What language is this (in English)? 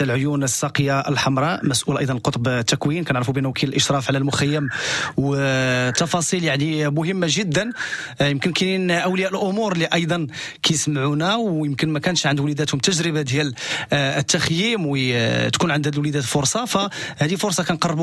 Moroccan Arabic